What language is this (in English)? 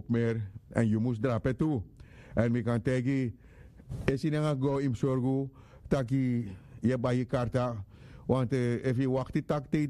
Sranan Tongo